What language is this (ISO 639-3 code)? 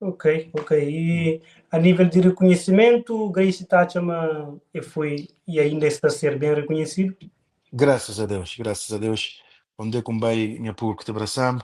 kea